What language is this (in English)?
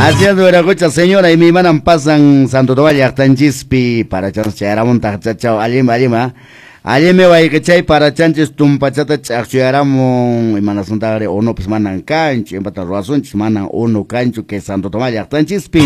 Quechua